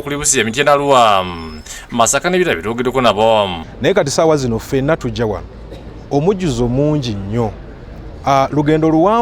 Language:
Ganda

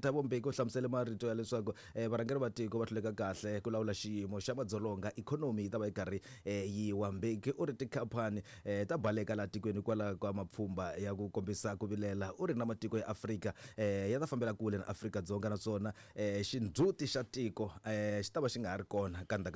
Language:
Tsonga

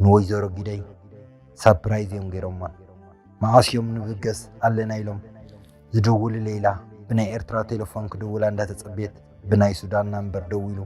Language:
Tigrinya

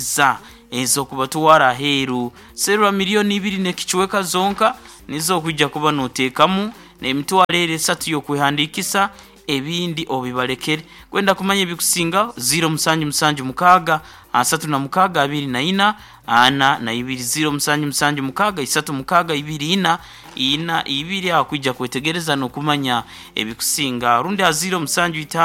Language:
Nyoro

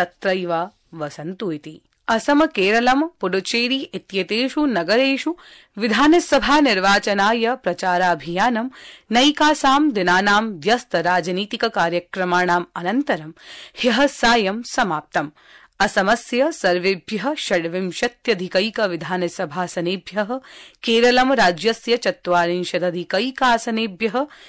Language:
Sanskrit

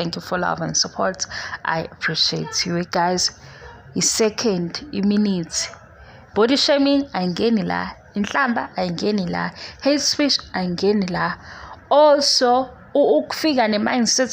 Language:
Zulu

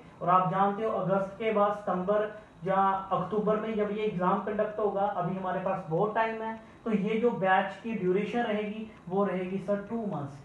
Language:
Hindi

